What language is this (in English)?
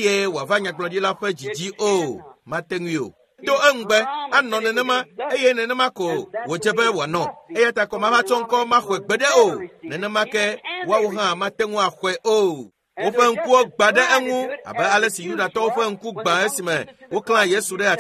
Ewe